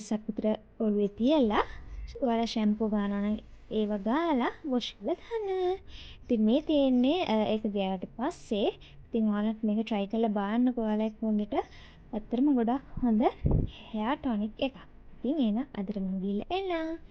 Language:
Sinhala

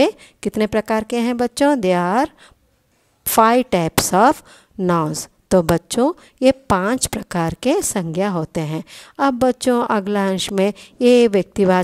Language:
Hindi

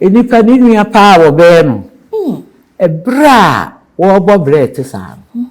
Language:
Akan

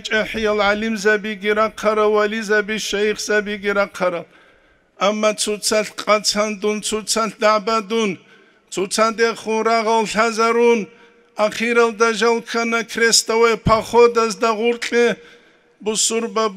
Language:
Avaric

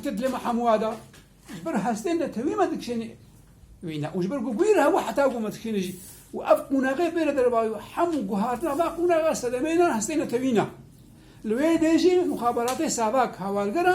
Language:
Kurdish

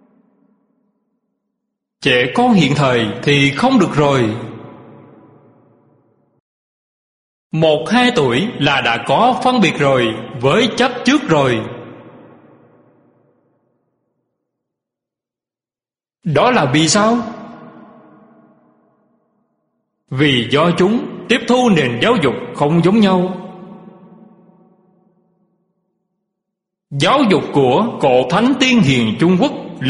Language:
Vietnamese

